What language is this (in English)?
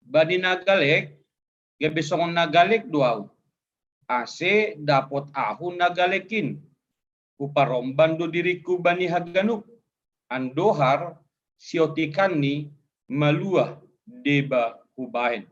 Batak Simalungun